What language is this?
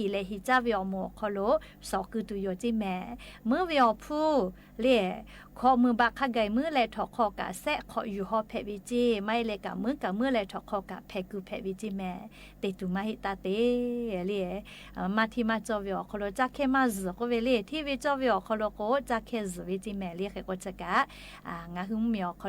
Lahu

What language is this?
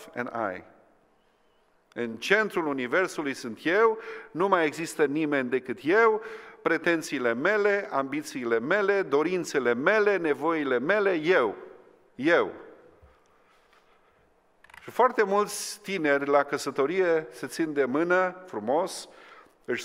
Romanian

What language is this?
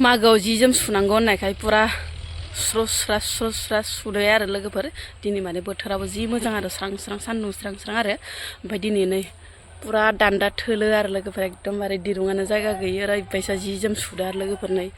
Bodo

